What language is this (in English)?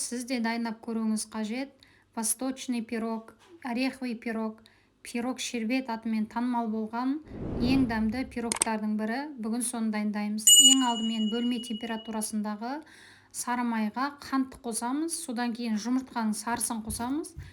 Kazakh